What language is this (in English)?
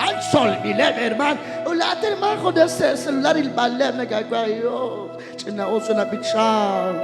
Kekchí